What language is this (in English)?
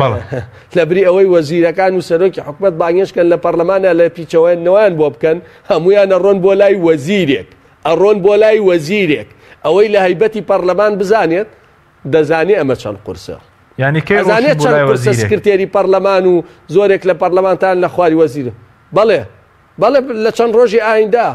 Central Kurdish